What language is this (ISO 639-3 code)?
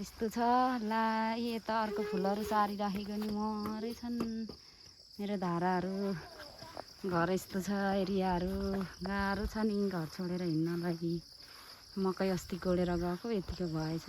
nep